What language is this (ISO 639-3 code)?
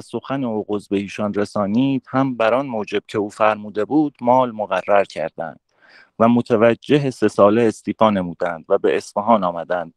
fas